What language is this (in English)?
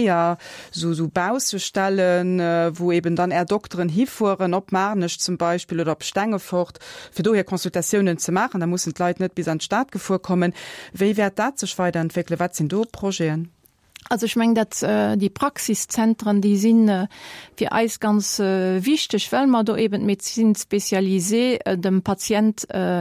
Luxembourgish